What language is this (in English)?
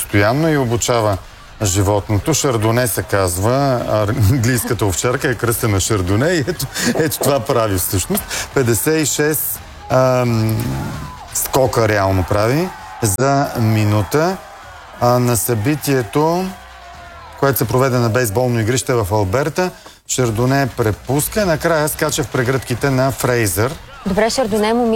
Bulgarian